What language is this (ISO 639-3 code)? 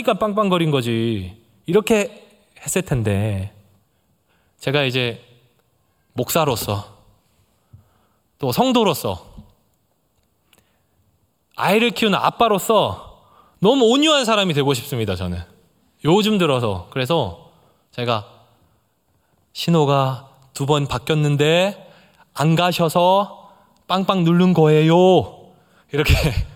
kor